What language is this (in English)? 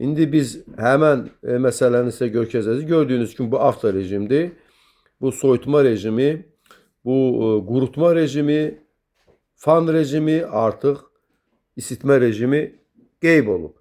Azerbaijani